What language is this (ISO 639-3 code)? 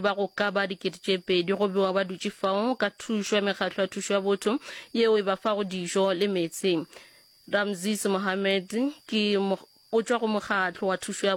nso